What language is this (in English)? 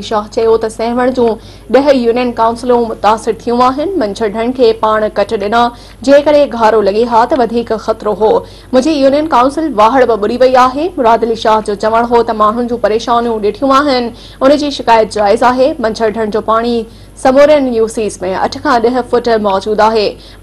Sindhi